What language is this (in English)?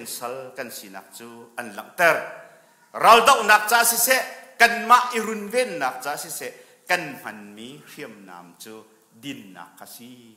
Hakha Chin